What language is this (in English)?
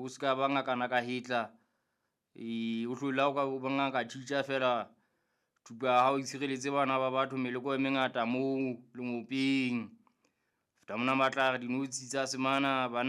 Southern Sotho